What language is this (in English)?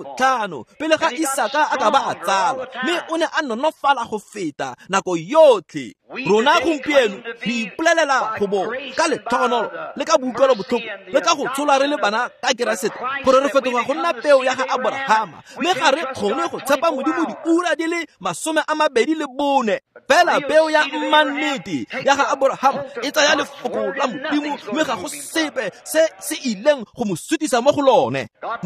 Tswana